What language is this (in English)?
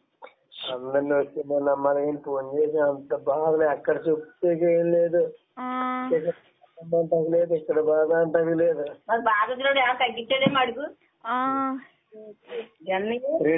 Telugu